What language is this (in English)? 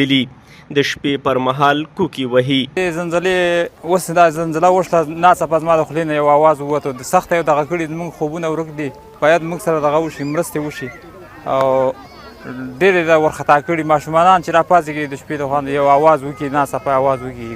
Pashto